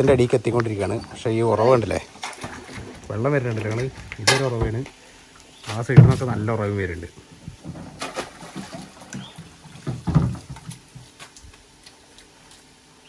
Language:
Malayalam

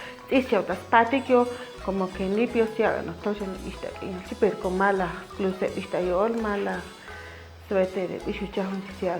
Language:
Chuj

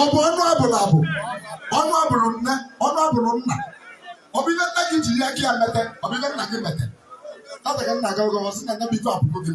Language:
Igbo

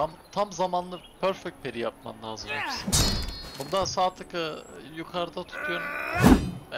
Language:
Turkish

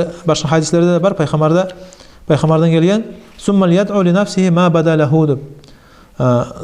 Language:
Kumyk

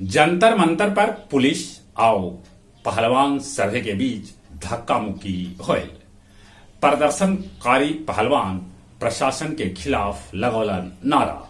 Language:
Magahi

